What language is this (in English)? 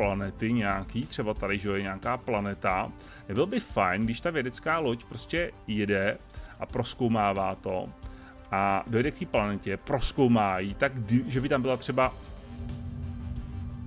Czech